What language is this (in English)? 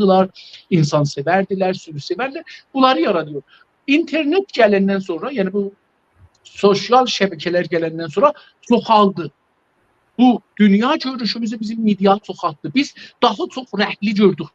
South Azerbaijani